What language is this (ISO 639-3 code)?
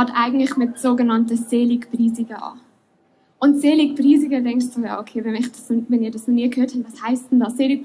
gsw